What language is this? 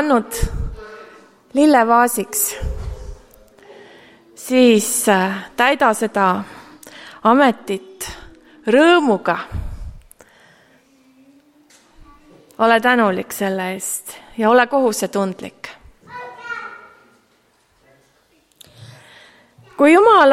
Estonian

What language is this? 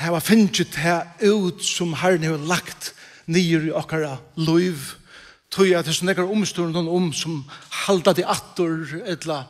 Faroese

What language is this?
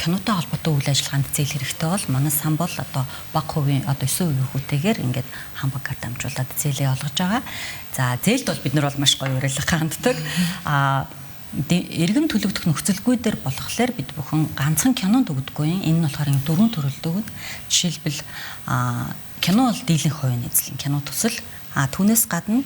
Mongolian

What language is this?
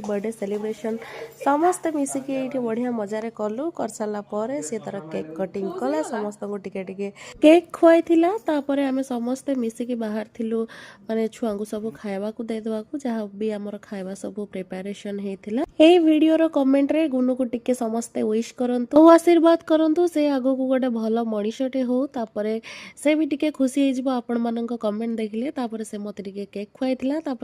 Odia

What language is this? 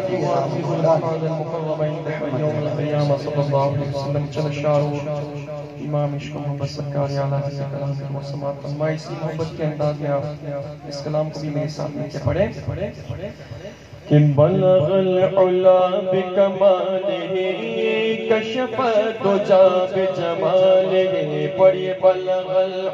Urdu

